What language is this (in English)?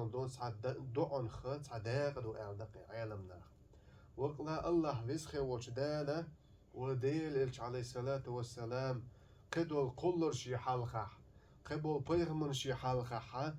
Chechen